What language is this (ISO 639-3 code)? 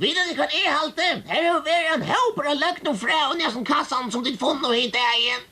fao